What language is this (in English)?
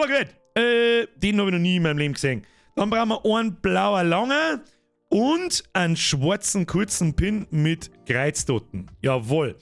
Bavarian